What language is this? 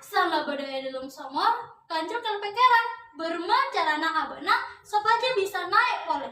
Madurese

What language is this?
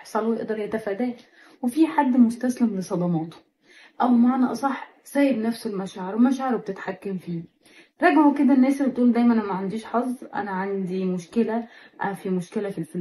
Egyptian Arabic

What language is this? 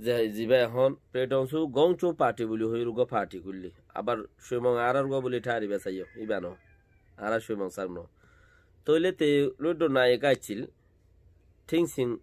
Rohingya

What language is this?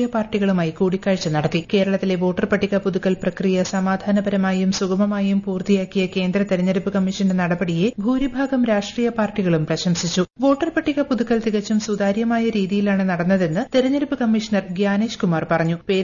Malayalam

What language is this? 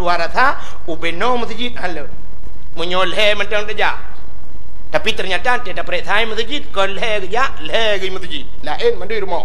Achinese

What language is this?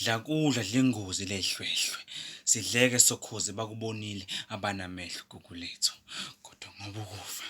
Zulu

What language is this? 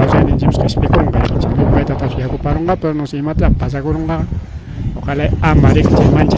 Ayacucho Quechua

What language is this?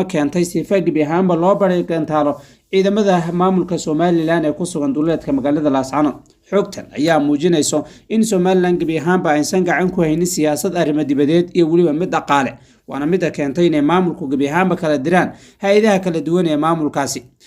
Somali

